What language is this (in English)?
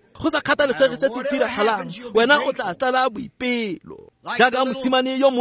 Tswana